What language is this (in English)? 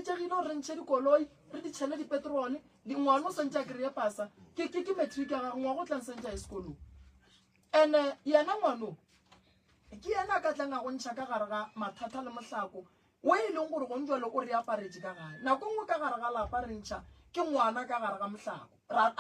Northern Sotho